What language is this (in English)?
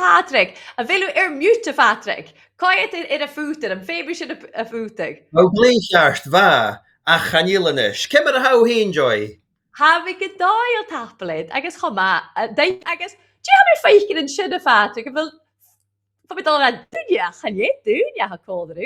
Scottish Gaelic